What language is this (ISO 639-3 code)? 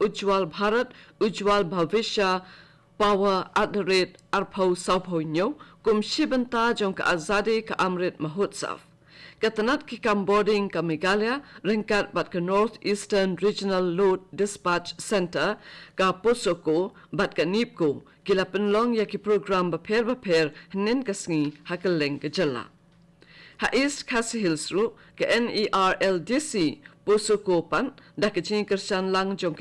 kha